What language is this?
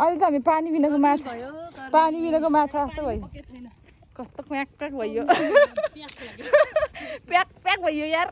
Nepali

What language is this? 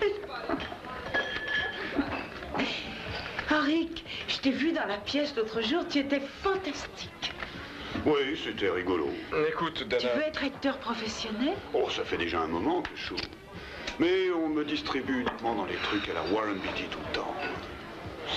French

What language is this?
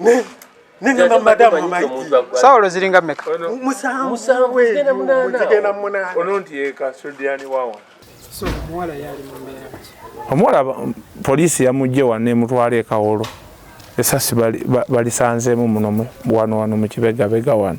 Ganda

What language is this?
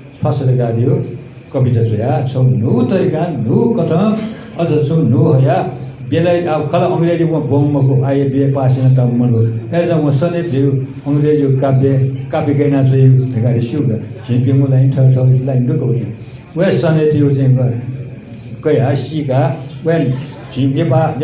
Newari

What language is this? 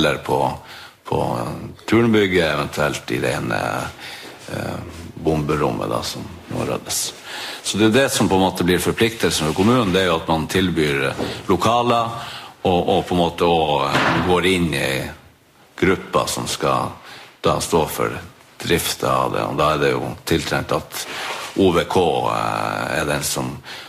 Norwegian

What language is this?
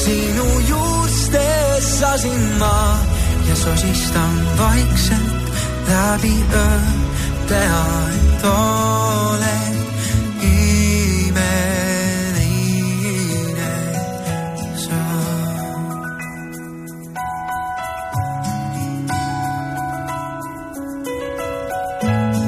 Estonian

